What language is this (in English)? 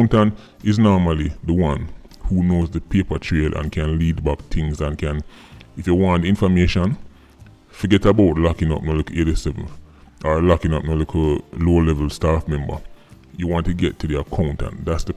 Jamaican Creole English